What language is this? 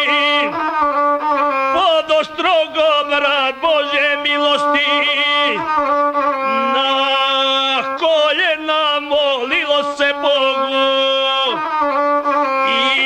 Croatian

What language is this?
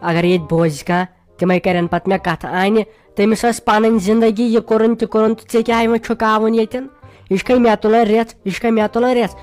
Kashmiri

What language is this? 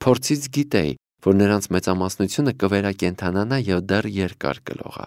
Armenian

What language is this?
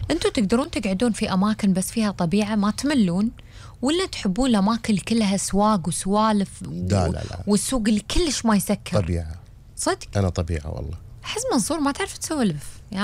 Gulf Arabic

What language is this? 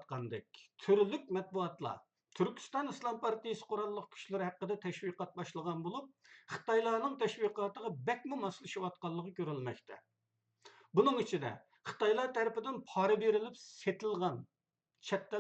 Uyghur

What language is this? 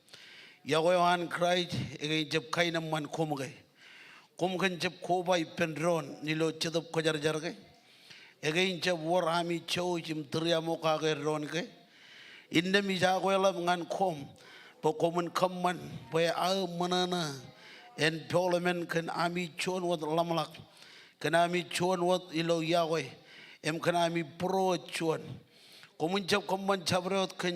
Marshallese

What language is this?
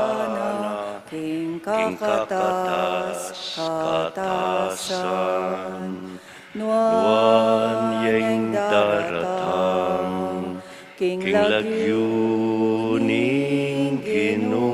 Pampanga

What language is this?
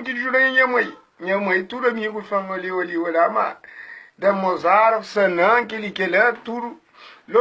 Kabuverdianu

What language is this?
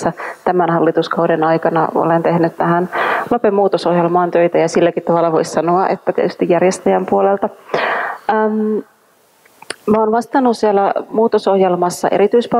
Finnish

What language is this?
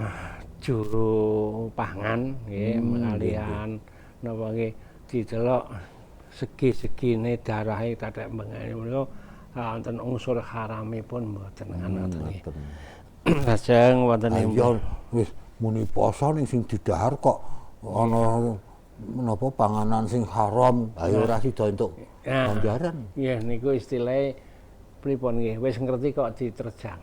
Javanese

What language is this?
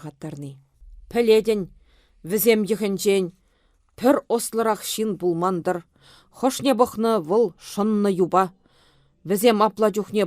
Chuvash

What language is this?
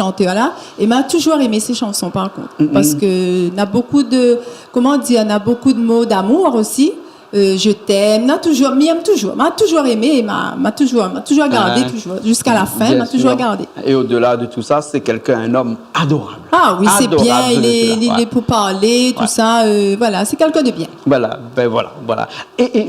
Réunion Creole French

